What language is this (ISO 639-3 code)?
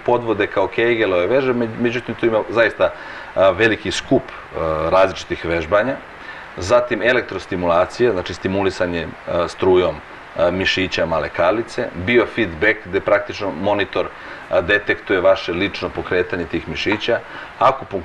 srp